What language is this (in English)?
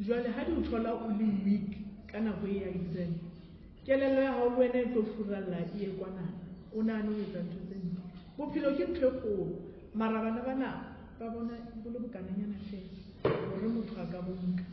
Southern Sotho